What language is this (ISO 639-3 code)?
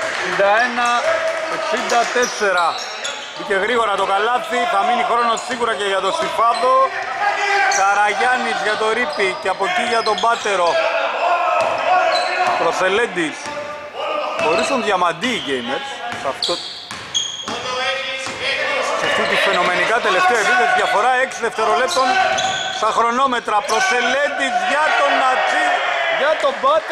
ell